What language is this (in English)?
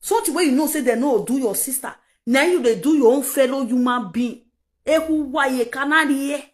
Nigerian Pidgin